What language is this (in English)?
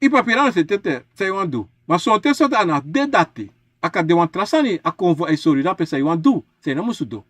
Sranan Tongo